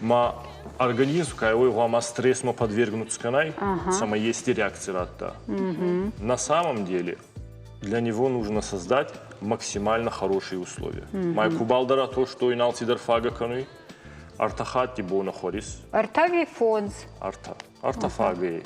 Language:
Ossetic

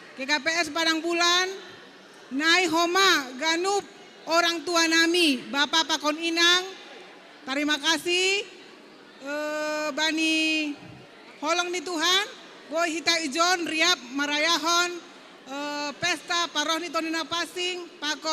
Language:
Batak Simalungun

